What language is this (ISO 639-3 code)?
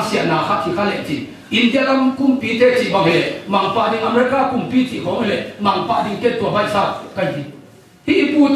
ctd